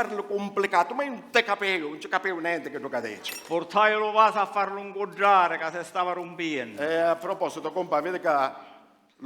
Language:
Sicilian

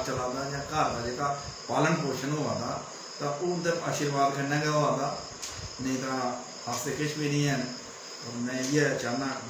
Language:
Dogri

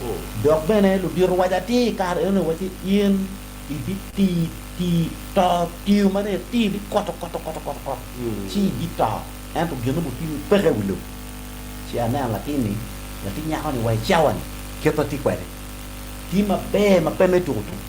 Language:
Acoli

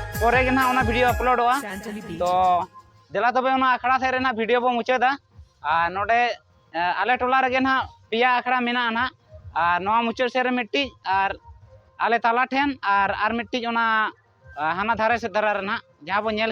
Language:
Santali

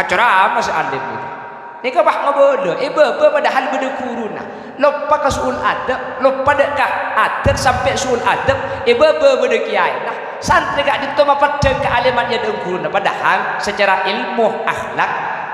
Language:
Madurese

